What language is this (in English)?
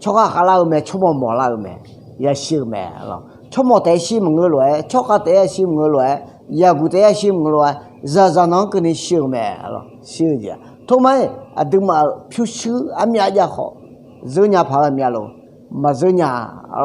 Akha